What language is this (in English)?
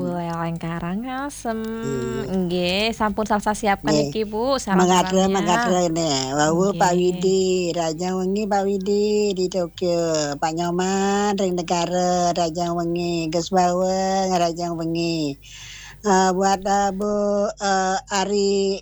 Balinese